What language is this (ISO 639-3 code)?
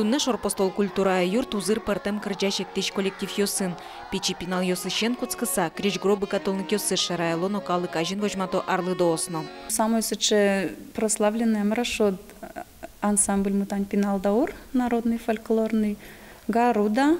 udm